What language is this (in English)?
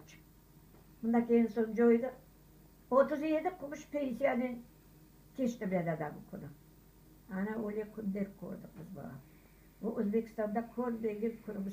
Crimean Tatar